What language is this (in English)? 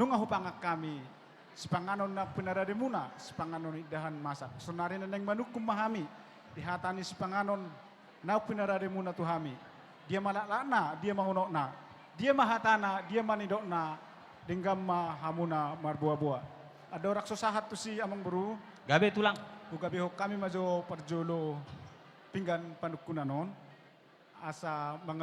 Batak Toba